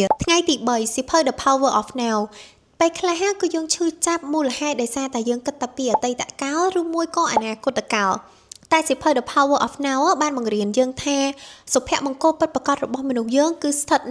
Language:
Khmer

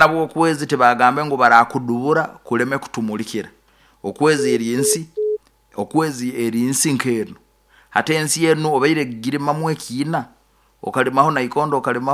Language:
Nyoro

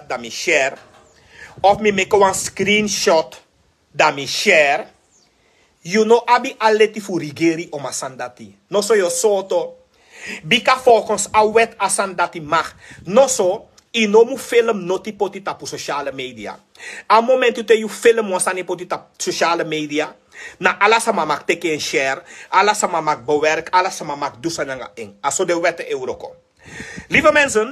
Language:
Sranan Tongo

